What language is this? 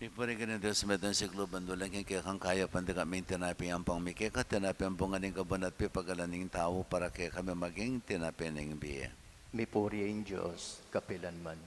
Pampanga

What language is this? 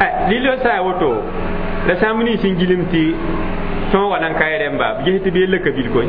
Mossi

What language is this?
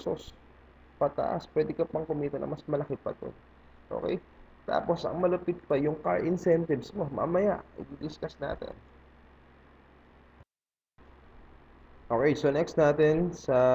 Filipino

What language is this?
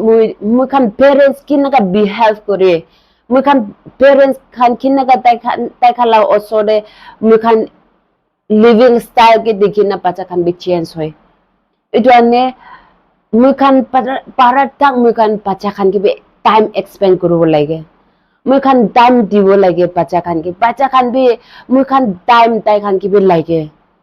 Naga Pidgin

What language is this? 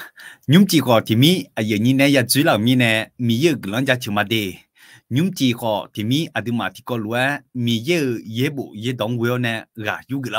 Akha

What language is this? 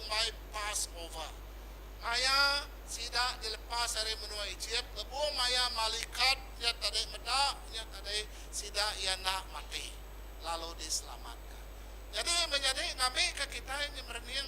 Iban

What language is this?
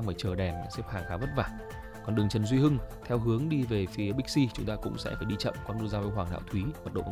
Vietnamese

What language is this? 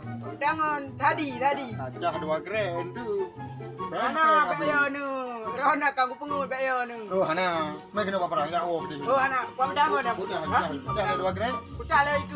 Achinese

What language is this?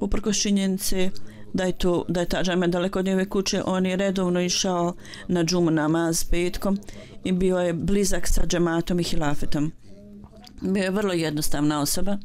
Bosnian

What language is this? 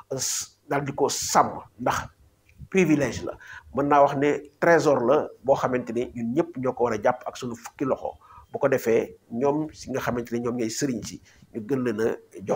Wolof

